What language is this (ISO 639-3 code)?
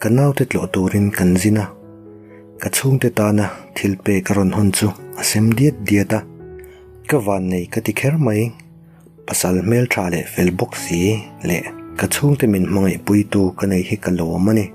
lus